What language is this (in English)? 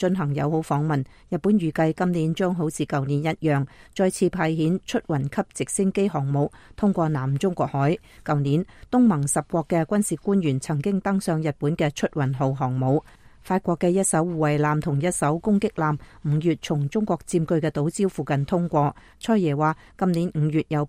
Cantonese